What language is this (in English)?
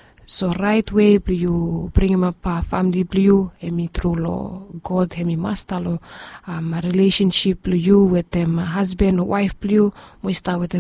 Bislama